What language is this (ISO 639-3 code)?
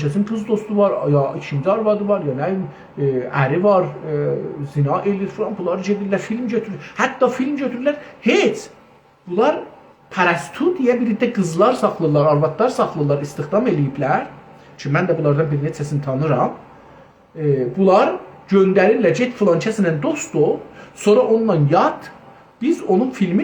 azb